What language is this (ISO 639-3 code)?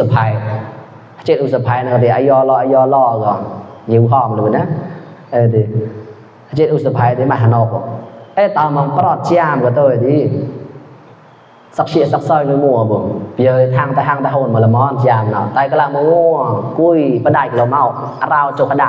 mnw